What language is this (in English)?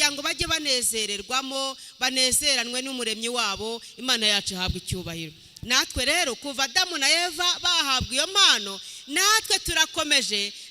Kinyarwanda